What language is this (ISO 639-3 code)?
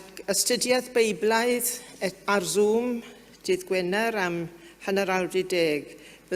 cym